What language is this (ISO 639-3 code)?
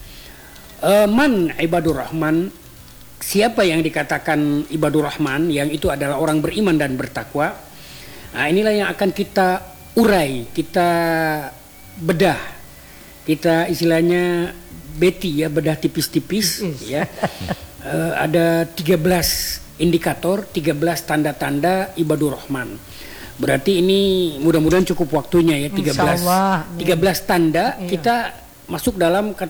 ind